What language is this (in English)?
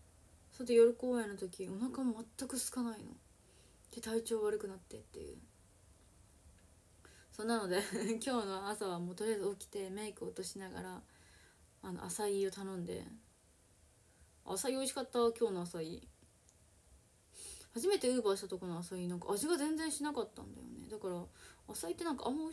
Japanese